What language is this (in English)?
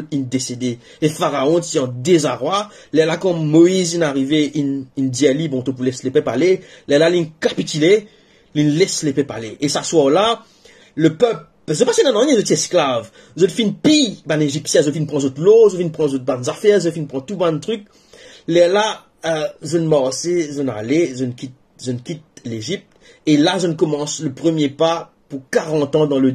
Morisyen